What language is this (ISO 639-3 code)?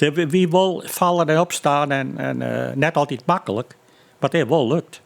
fry